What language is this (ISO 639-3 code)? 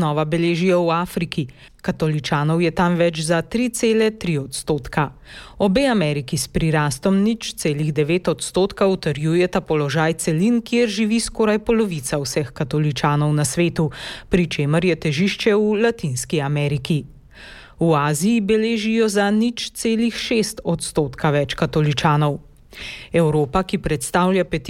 slv